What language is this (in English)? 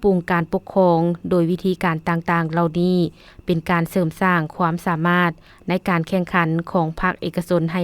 Lao